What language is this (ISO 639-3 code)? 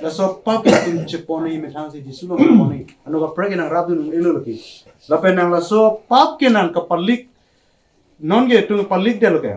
mjw